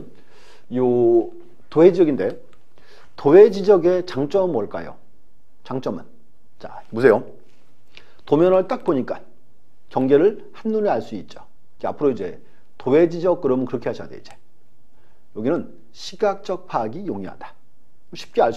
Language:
Korean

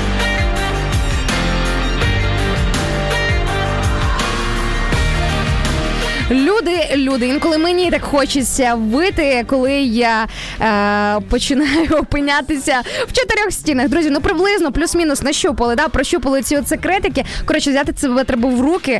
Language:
Ukrainian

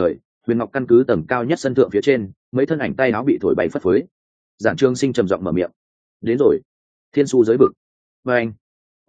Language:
Vietnamese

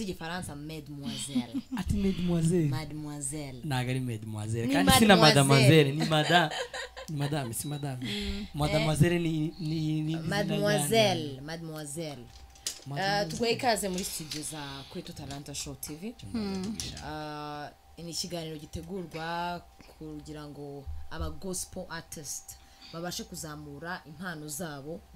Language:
Kinyarwanda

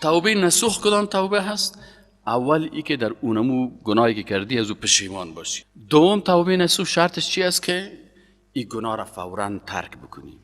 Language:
Persian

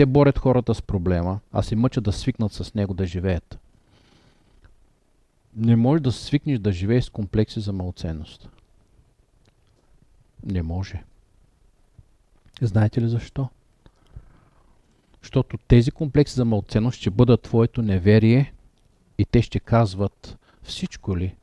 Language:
Bulgarian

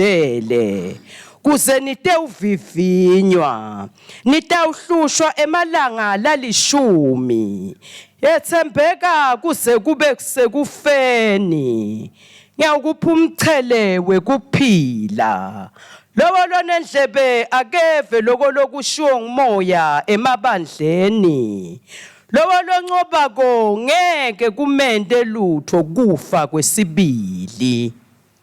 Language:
Swati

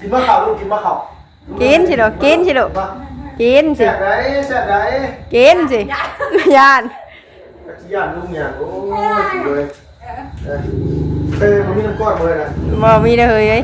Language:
Northeastern Thai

